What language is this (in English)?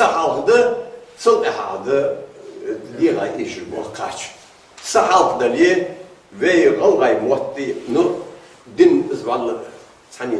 Ingush